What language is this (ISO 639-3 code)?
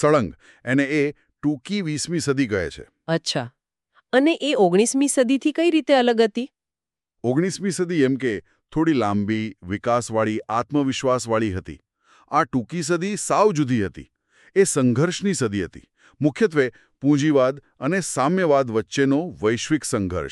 guj